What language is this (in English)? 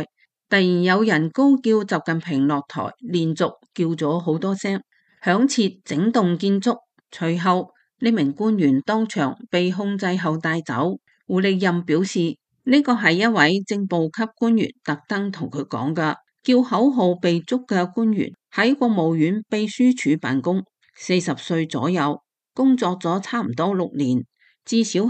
Cantonese